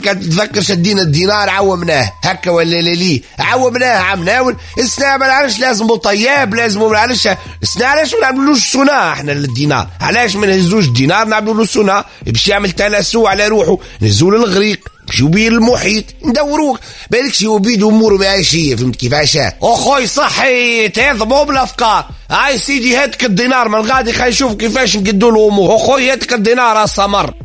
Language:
Tunisian Arabic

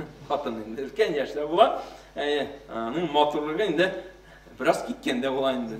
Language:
Tatar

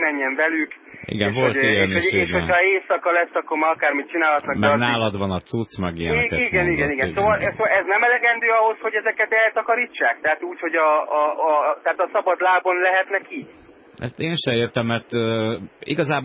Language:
Hungarian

